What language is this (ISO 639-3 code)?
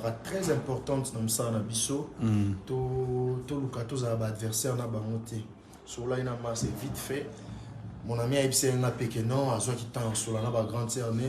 lin